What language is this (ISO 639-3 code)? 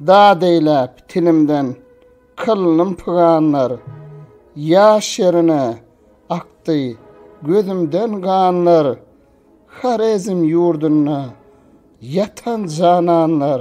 tuk